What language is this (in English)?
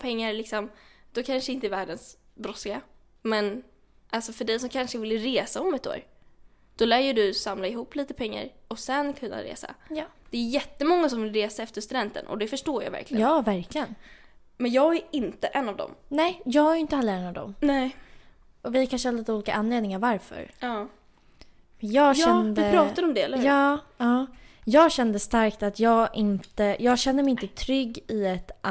Swedish